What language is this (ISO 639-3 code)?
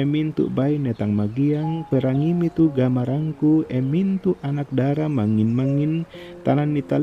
sda